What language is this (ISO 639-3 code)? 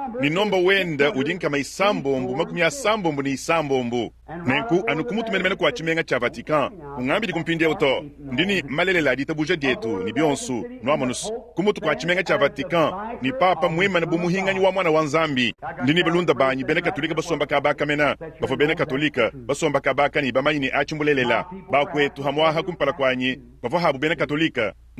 lua